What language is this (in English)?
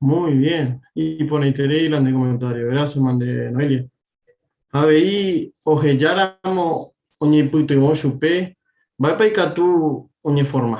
Guarani